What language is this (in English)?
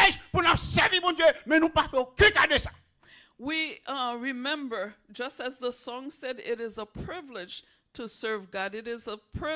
Haitian Creole